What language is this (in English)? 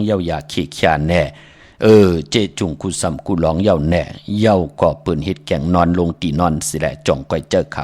Shan